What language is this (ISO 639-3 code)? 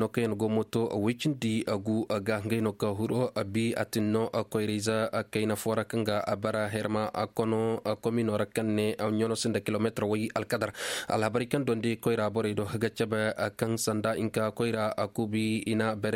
ses